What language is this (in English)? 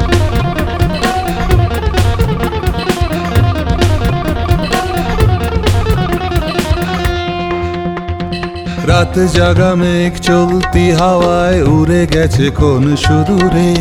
Bangla